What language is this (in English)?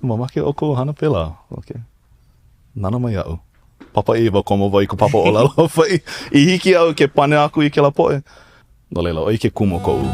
Hawaiian